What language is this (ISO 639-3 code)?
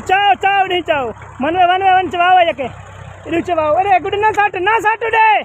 skr